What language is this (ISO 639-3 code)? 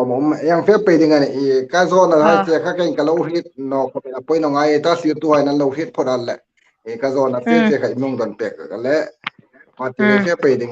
hmr